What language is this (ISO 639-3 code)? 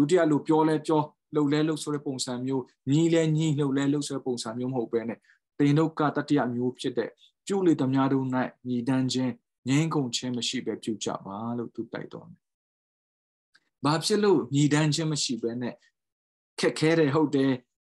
mya